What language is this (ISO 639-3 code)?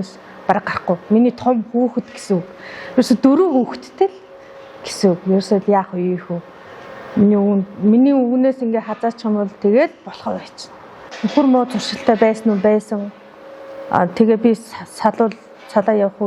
mon